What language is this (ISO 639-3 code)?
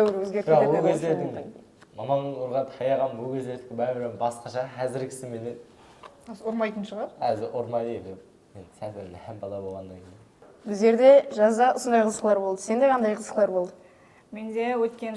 kaa